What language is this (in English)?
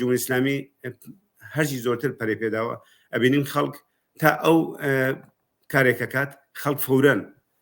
Central Kurdish